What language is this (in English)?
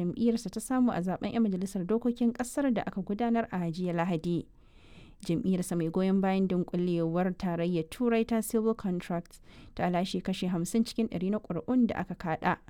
Hausa